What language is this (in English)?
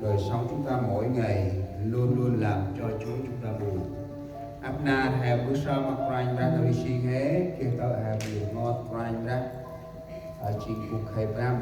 Central Mnong